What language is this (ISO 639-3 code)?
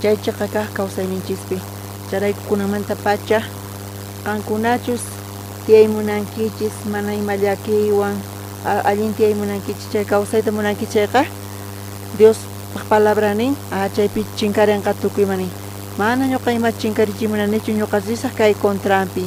quh